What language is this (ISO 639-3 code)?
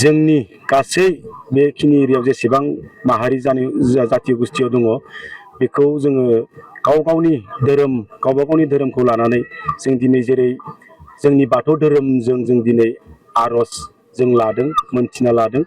brx